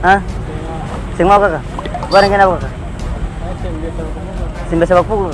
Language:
Ambonese Malay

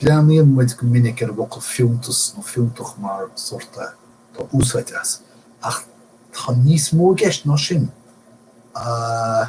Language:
Irish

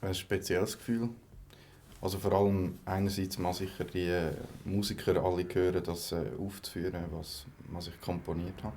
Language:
Swiss German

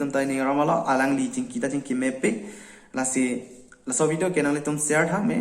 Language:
Karbi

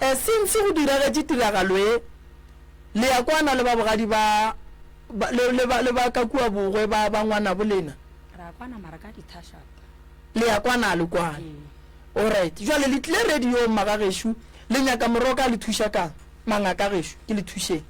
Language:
Northern Sotho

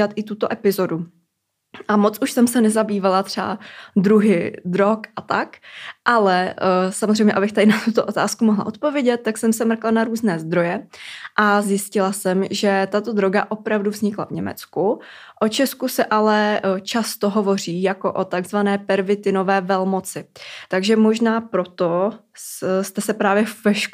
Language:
Czech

